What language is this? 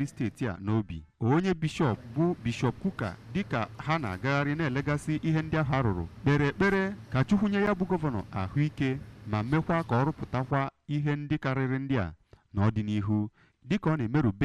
Igbo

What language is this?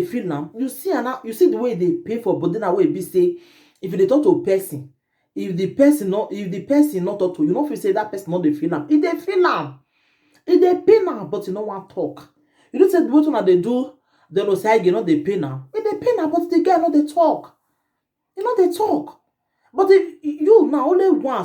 Nigerian Pidgin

